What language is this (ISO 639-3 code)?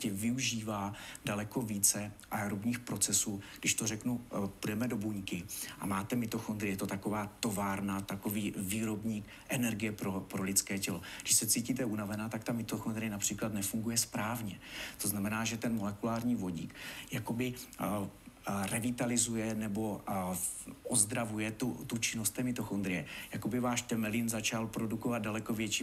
ces